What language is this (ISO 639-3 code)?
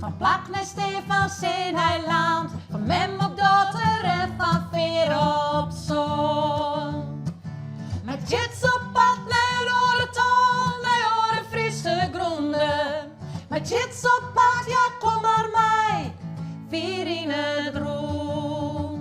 fry